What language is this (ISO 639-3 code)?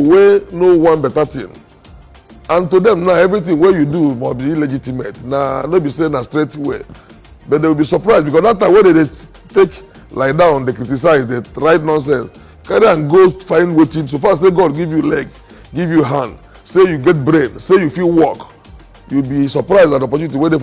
pcm